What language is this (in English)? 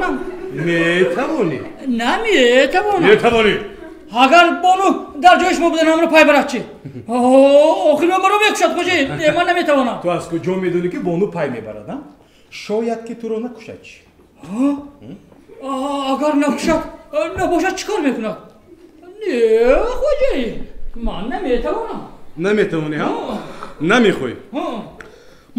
Tajik